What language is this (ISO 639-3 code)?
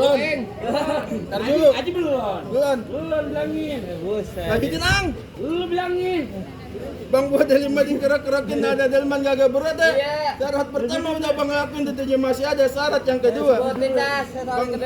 bew